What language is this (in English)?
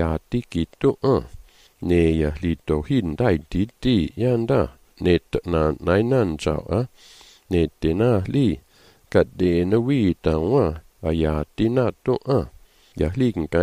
Malagasy